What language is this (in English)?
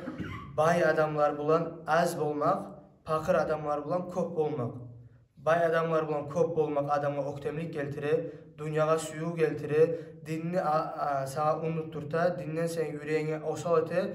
Kumyk